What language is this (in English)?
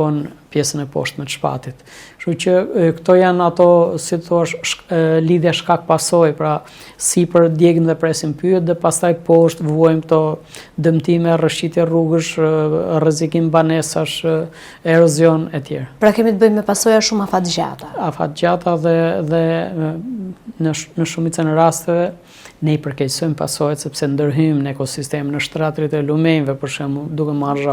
Albanian